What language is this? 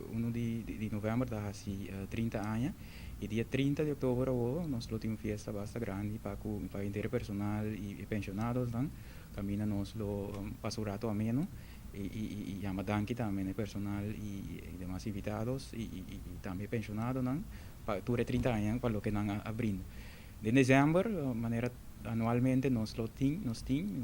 Papiamento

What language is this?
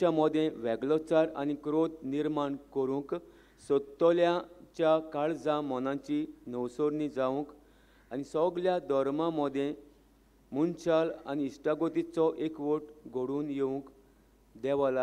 Konkani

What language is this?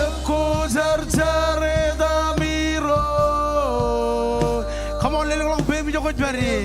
Marshallese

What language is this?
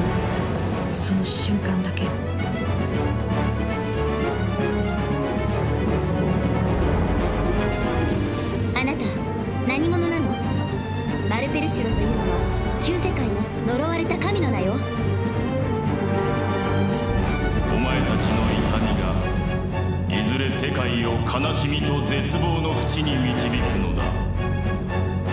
Japanese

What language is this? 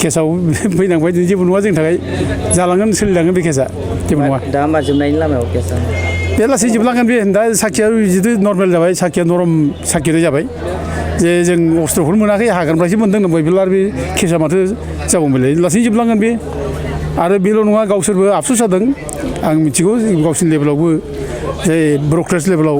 Bodo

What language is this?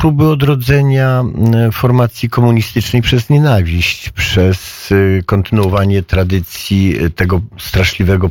Polish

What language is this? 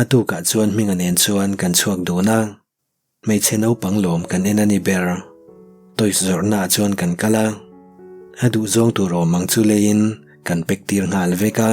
Mizo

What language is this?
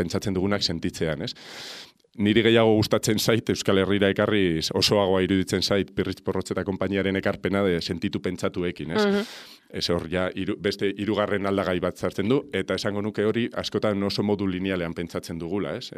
Basque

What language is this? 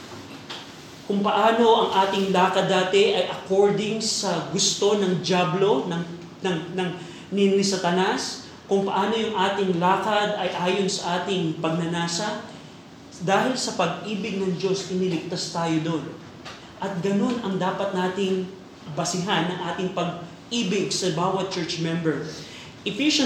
Filipino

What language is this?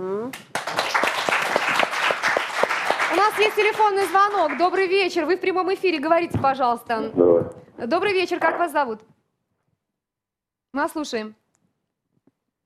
Russian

